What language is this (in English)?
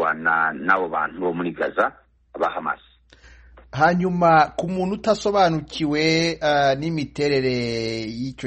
Kinyarwanda